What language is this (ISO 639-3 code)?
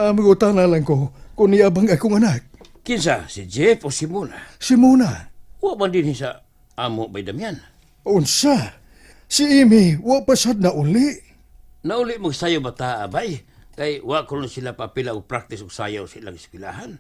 ceb